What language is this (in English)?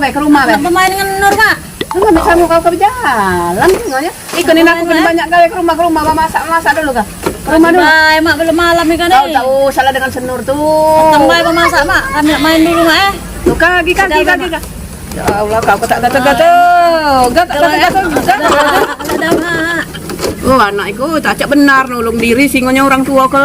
Musi